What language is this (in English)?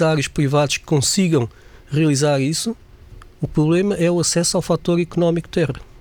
Portuguese